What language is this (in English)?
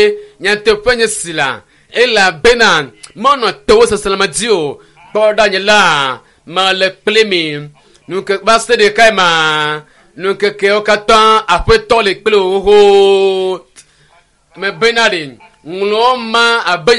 Ewe